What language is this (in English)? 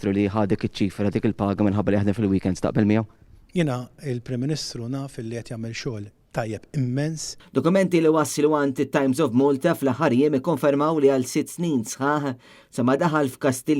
Maltese